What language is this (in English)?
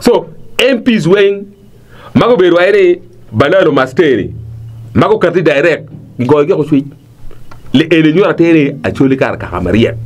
Acoli